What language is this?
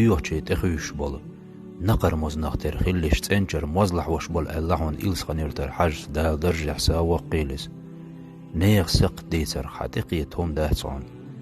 Chechen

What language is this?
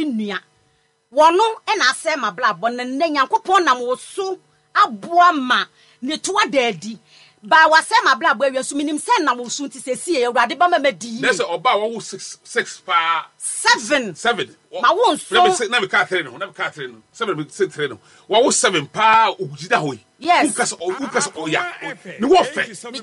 Akan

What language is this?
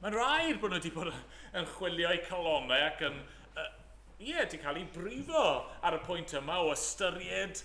Welsh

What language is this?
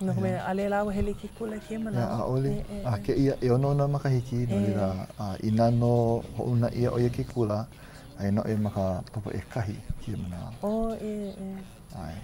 Hawaiian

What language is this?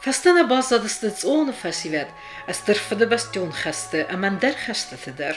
Ossetic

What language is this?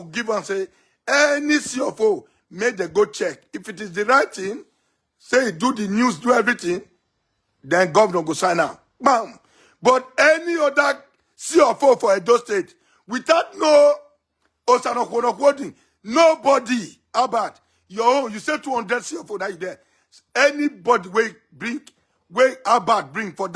Nigerian Pidgin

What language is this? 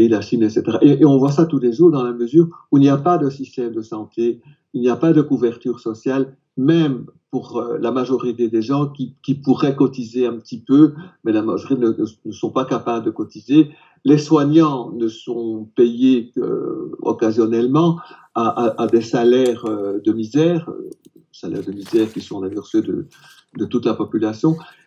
French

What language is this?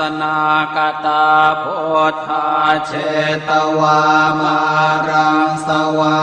Pali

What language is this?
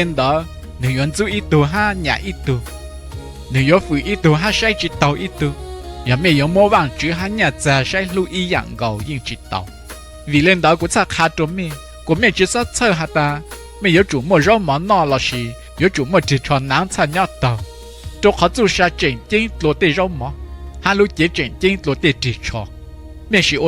Hmong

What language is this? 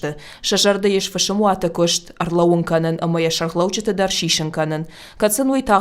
Ossetic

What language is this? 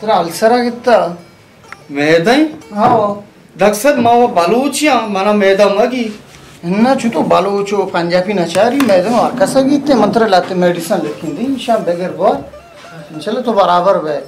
Baluchi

